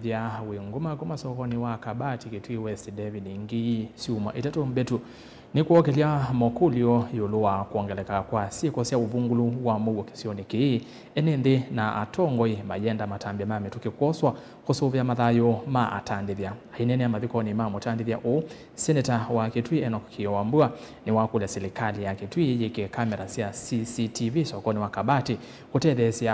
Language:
Kamba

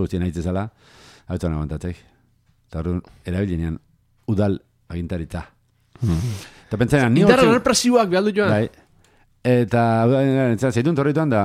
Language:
Basque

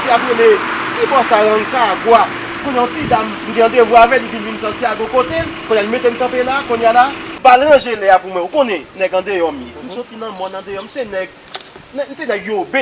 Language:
Haitian Creole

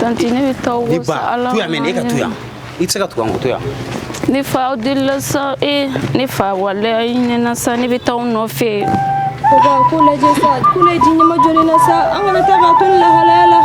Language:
Bambara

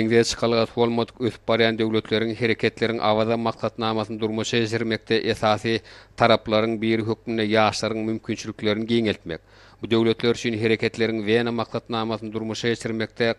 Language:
Turkmen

